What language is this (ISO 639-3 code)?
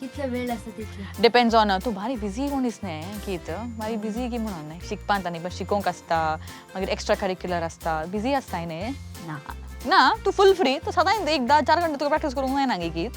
kok